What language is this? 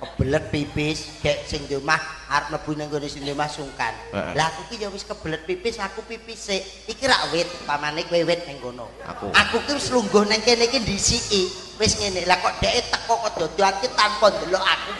Javanese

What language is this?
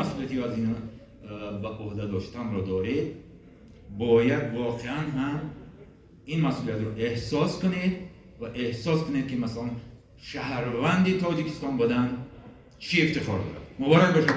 Tajik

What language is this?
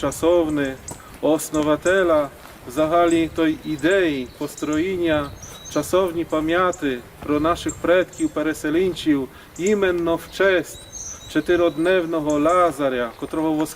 Rusyn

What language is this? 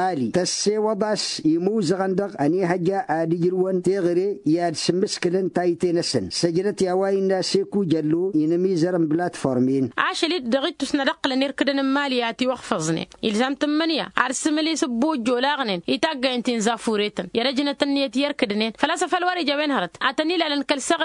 Tamasheq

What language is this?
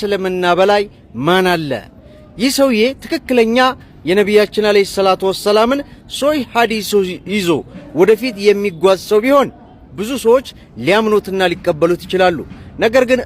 Amharic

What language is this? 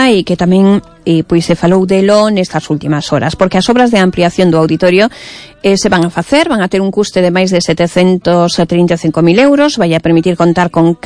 Galician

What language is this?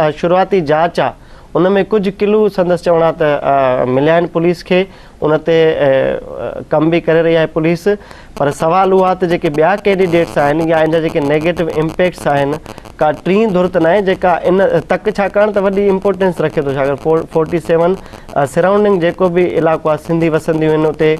Sindhi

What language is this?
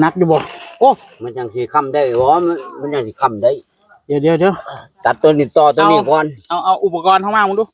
Northeastern Thai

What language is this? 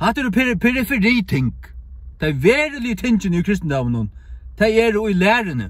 Faroese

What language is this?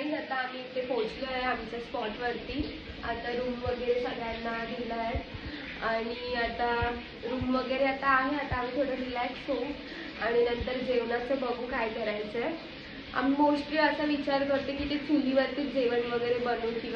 Marathi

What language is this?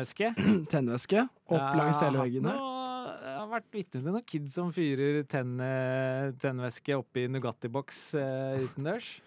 Norwegian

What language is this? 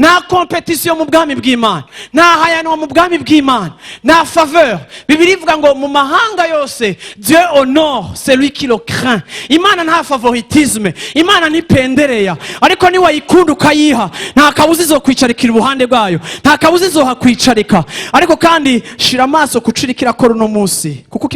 Rundi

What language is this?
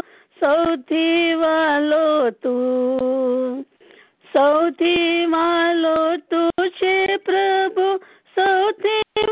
Gujarati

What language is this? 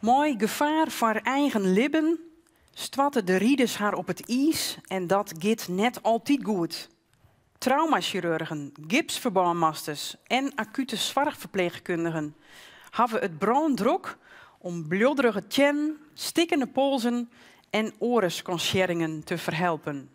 Western Frisian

